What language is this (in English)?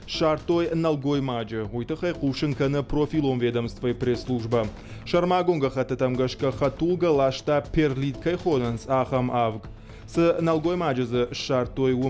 Ossetic